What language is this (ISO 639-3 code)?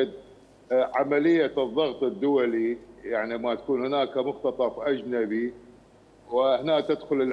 acm